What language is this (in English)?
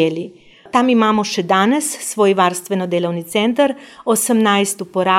Slovenian